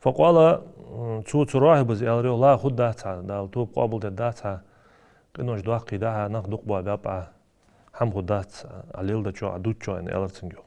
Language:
Ingush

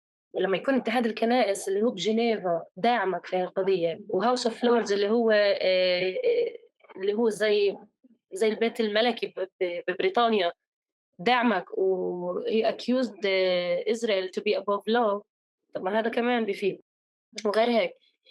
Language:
North Levantine Arabic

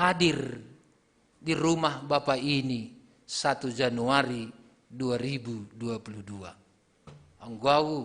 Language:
Batak Simalungun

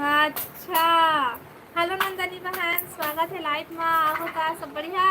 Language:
Chhattisgarhi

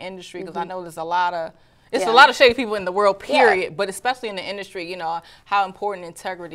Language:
English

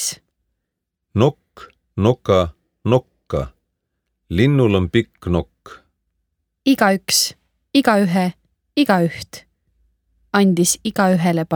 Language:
Estonian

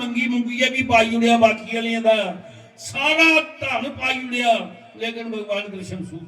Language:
Dogri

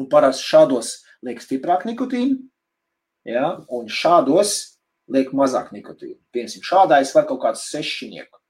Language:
Latvian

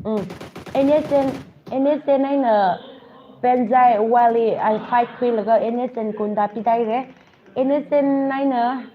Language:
Tangkhul Naga (India)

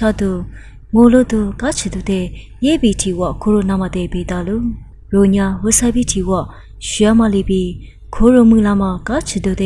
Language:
Lisu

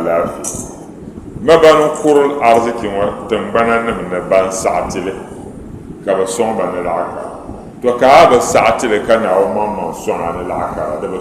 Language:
Dagbani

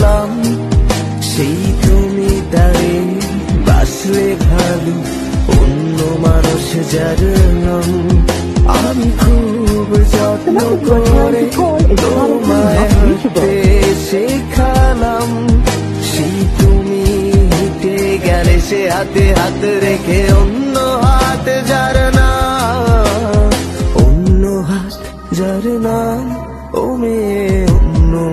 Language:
Bangla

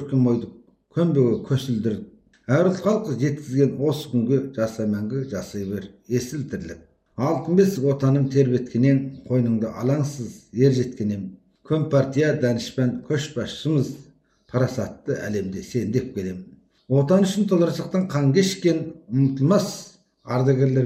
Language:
Kazakh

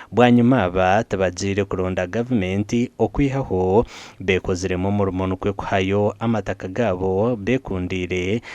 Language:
Nyankole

